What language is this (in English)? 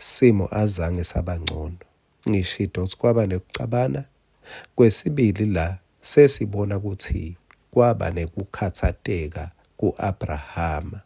Swati